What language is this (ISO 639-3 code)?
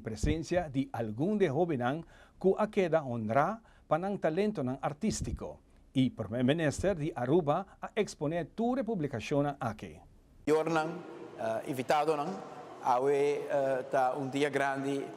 pap